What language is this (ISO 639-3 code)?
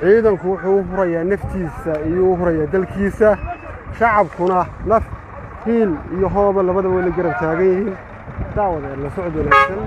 som